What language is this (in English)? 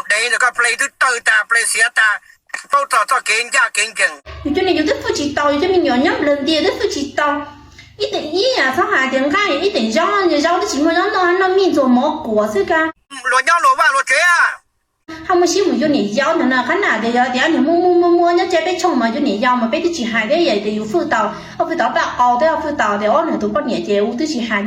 Hmong